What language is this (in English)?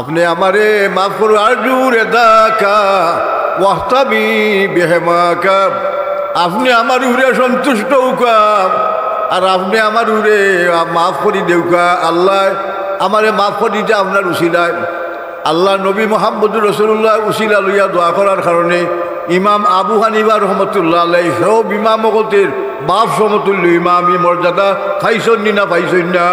Sylheti